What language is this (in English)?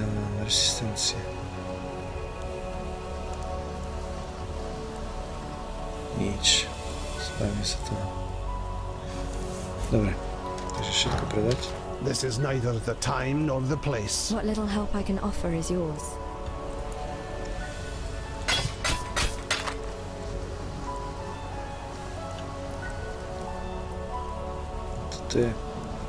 Slovak